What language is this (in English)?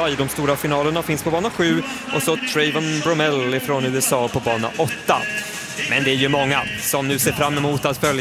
Swedish